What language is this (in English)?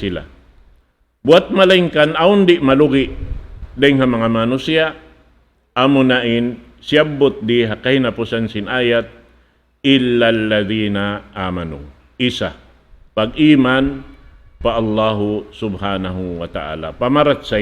Tausug